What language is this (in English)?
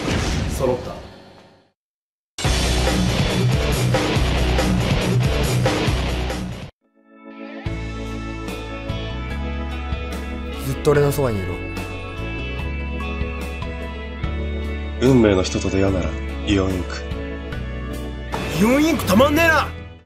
Japanese